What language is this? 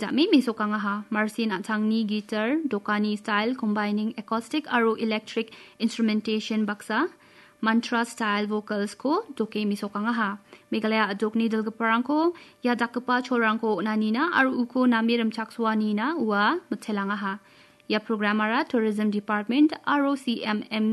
Garo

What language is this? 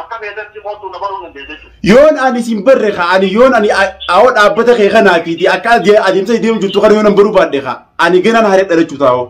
Oromo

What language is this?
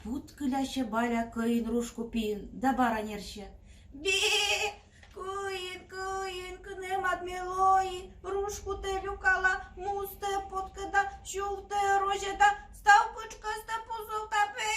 Komi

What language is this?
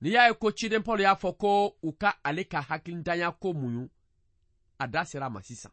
Bambara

